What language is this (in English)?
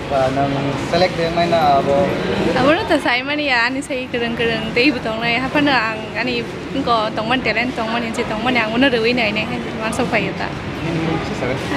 Kok Borok